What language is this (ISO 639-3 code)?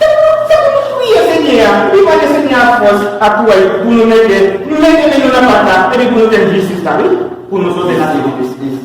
hat